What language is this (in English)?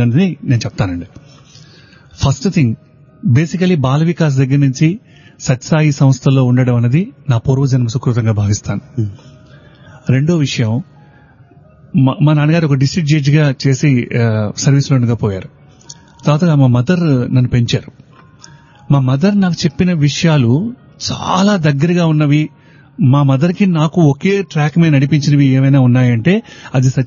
Telugu